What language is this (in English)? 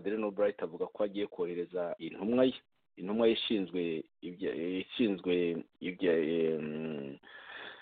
Kinyarwanda